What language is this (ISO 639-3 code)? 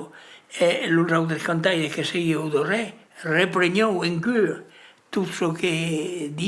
oci